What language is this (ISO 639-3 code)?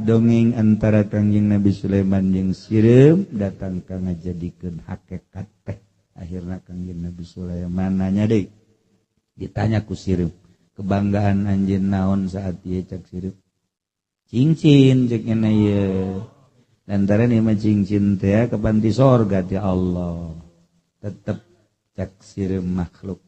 sun